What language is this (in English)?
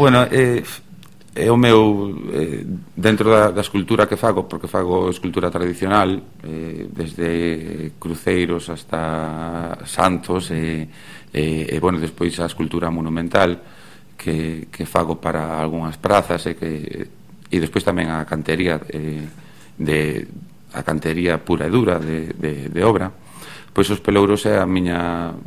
Galician